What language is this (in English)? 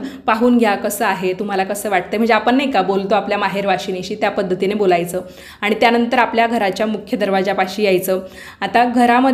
Marathi